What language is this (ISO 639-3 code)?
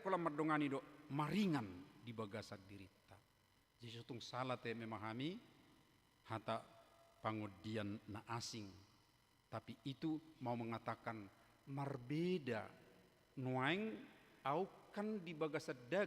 bbc